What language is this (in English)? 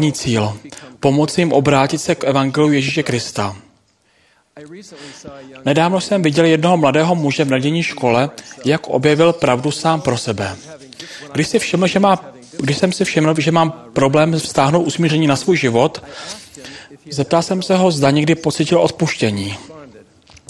Czech